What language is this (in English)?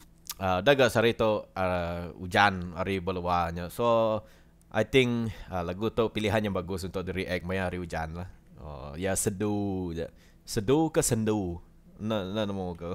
Iban